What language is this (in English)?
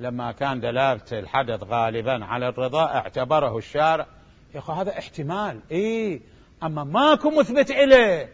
Mesopotamian Arabic